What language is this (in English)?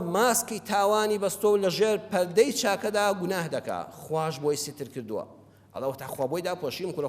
Central Kurdish